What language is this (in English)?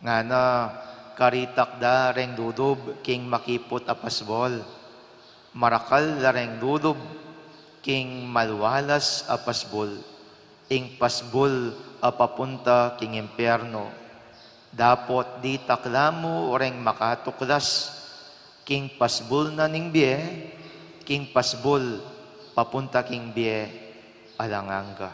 Pampanga